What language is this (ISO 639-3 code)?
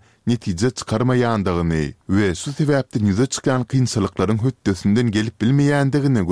tuk